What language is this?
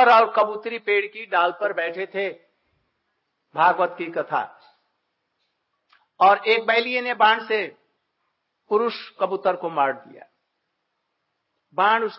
Hindi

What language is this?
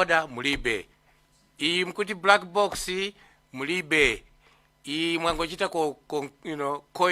Nyanja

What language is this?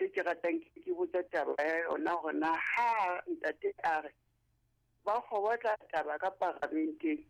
Southern Sotho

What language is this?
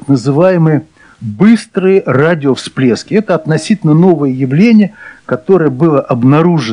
Russian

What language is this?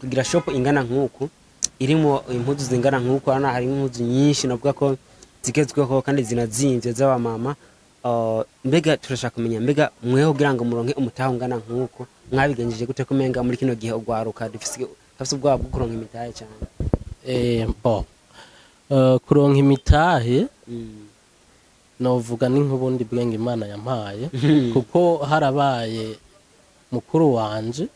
Rundi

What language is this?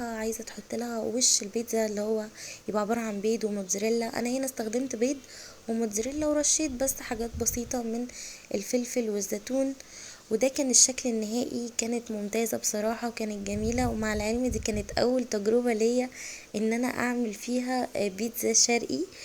Egyptian Arabic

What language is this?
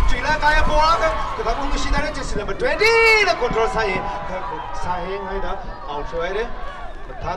Tangkhul Naga (India)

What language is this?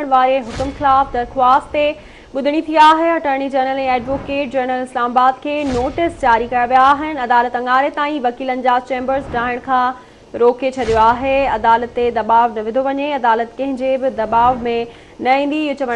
Sindhi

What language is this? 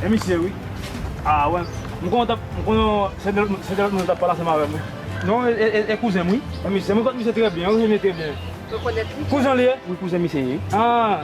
Haitian Creole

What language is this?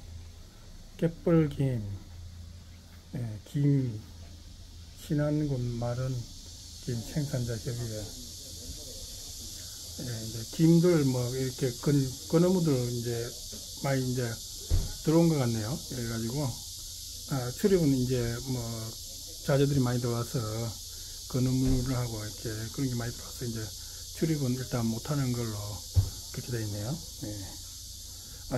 Korean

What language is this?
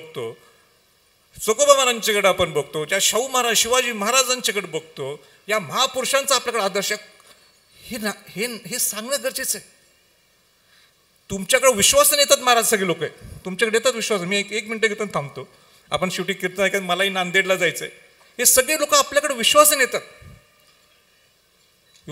Marathi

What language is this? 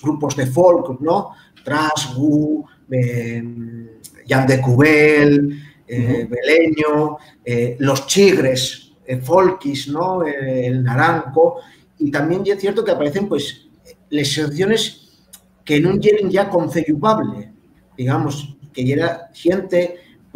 Asturian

